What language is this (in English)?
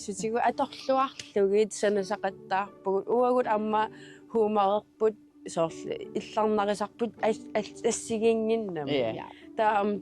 Kalaallisut